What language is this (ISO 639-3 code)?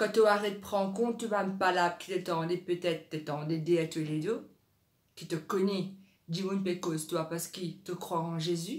mfe